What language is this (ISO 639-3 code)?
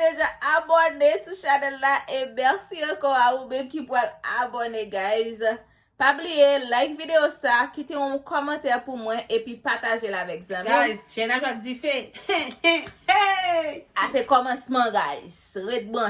hat